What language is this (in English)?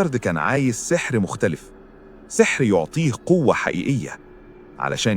Egyptian Arabic